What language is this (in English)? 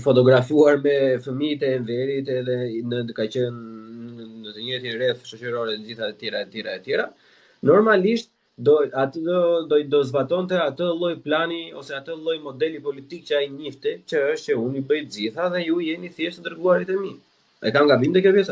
Albanian